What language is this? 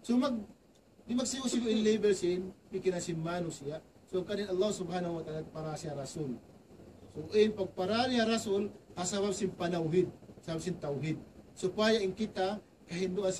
Tausug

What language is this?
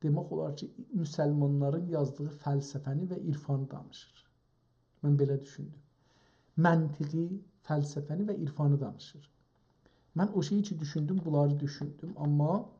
South Azerbaijani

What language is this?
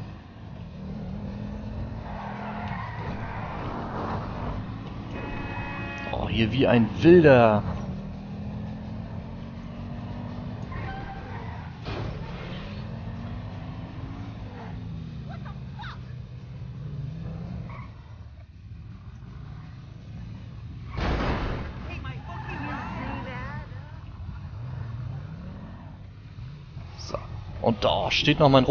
German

